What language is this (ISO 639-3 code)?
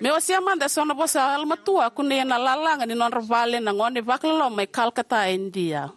fij